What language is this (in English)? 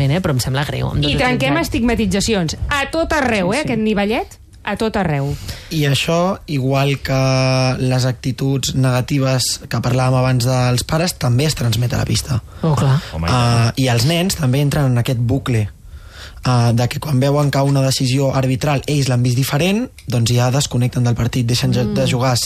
Catalan